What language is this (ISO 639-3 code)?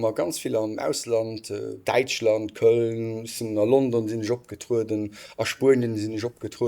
ltz